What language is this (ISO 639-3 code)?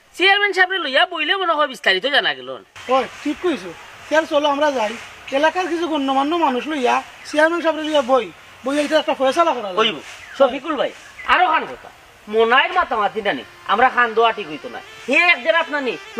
syl